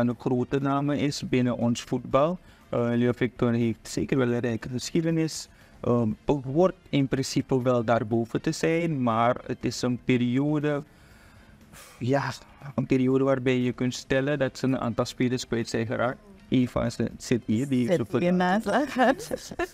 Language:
Dutch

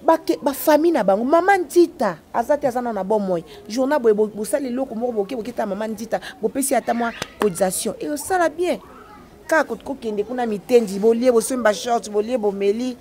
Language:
Lingala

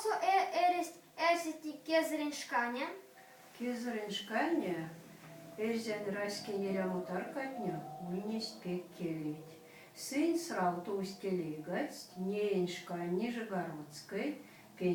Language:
Erzya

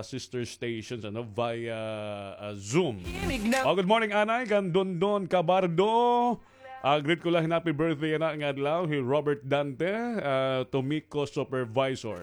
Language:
Waray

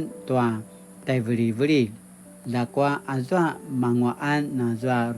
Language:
Paiwan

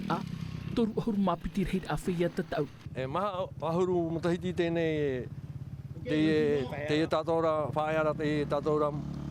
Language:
Tahitian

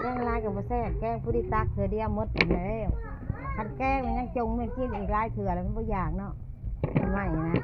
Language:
Northeastern Thai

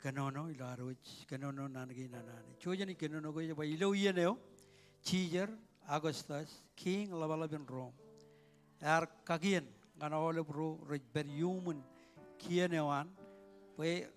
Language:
Marshallese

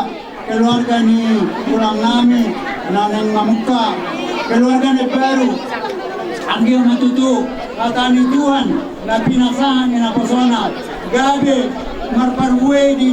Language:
Batak Toba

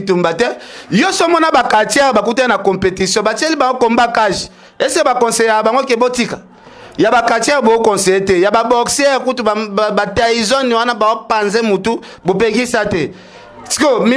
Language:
Lingala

